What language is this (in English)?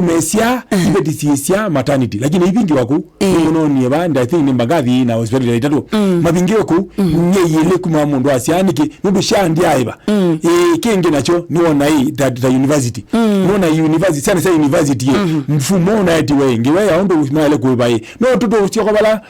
Kamba